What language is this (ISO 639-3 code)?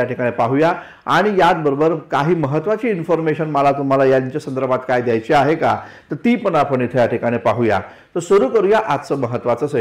mar